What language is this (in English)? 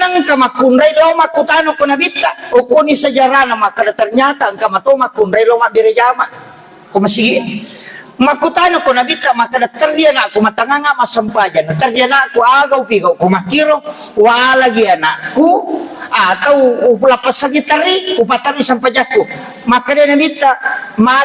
Buginese